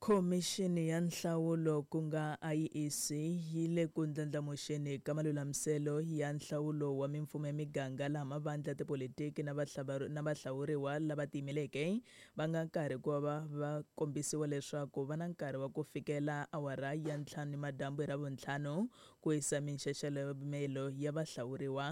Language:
Tsonga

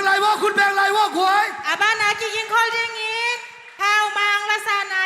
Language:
Tedim Chin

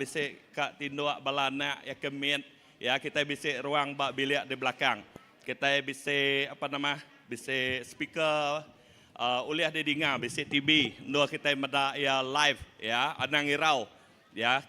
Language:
Iban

